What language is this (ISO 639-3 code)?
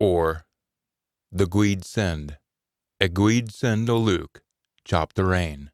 sco